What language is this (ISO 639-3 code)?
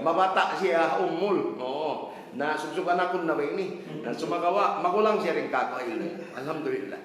tsg